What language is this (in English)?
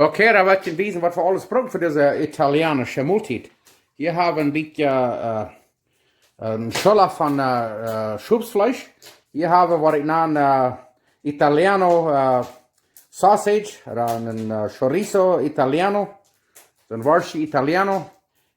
Plautdietsch